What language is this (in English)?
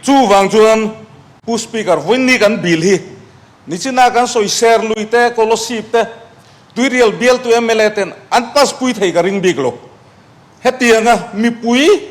Mizo